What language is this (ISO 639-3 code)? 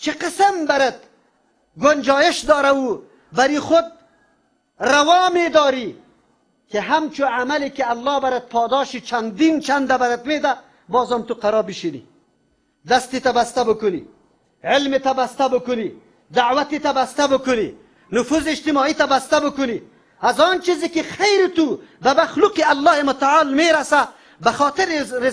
tgk